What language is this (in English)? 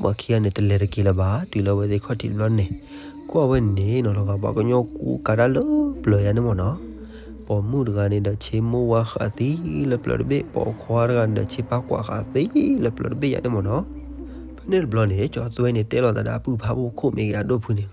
S'gaw Karen